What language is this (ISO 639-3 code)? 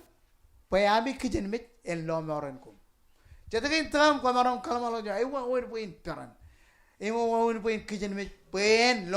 mah